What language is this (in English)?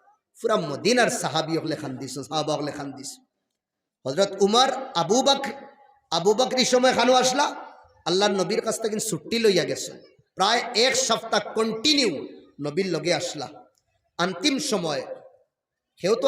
Sylheti